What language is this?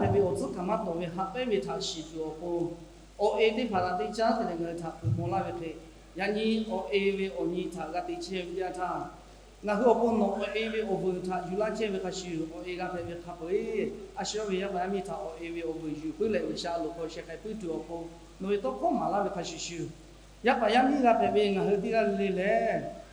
Lahu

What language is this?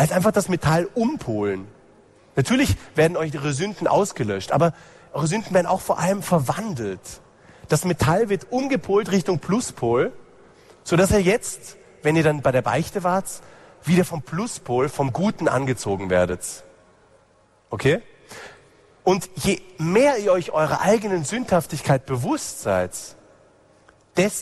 German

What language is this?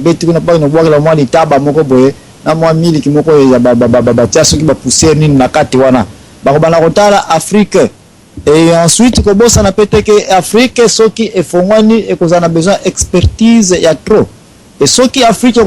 Lingala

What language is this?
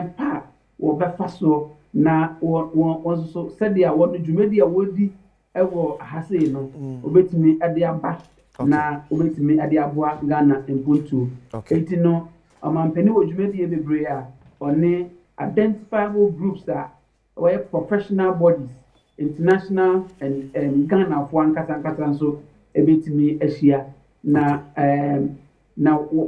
Akan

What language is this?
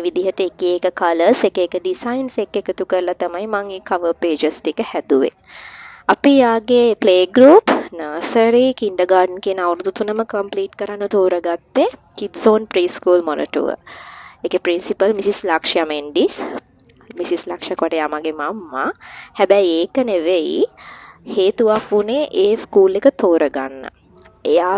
Sinhala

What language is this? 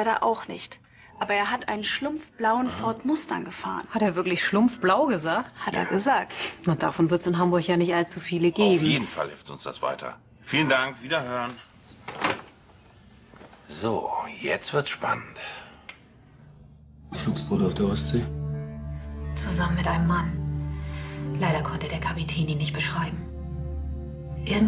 German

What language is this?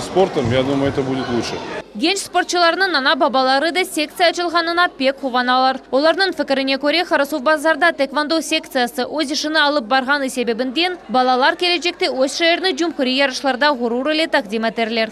Crimean Tatar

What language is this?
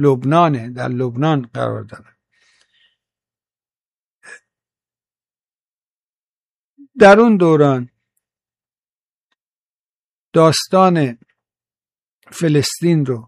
Persian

